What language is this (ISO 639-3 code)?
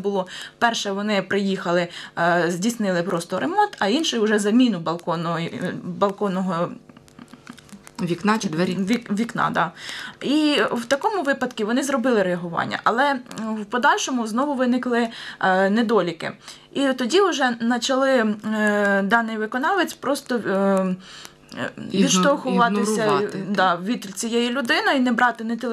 ukr